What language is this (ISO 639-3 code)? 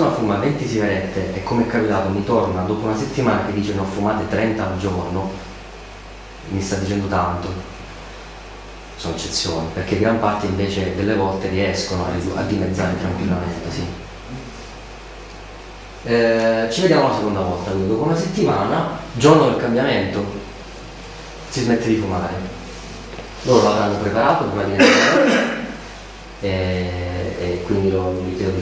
ita